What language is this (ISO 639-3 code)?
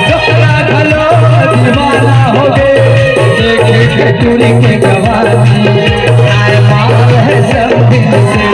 hne